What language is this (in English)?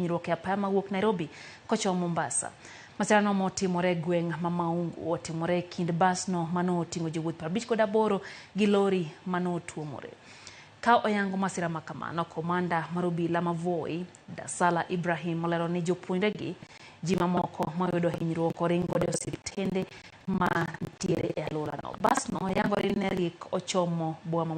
Luo (Kenya and Tanzania)